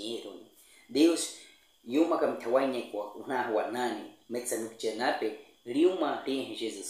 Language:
Baniwa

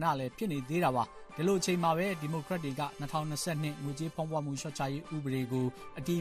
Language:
Burmese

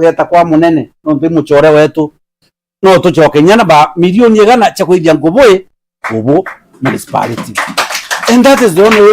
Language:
Meru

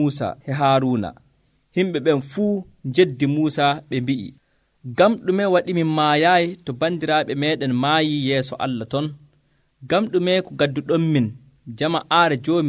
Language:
Nigerian Fulfulde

